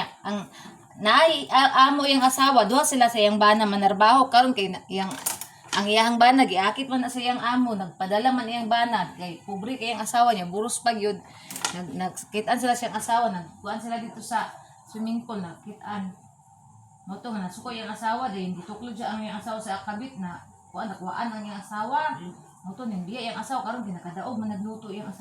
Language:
Cebuano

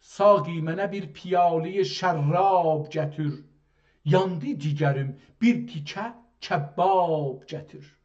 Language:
South Azerbaijani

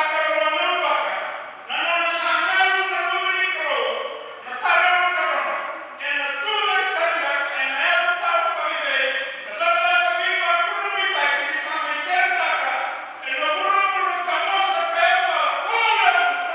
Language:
Fijian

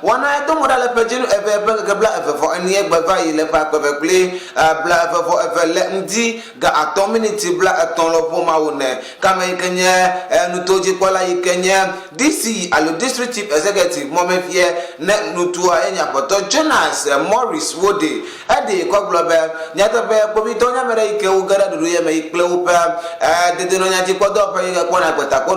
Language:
Ewe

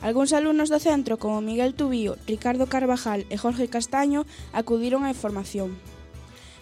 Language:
Galician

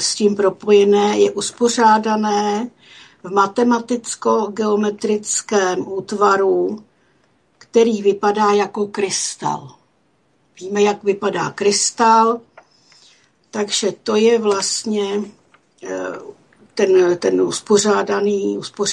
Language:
Czech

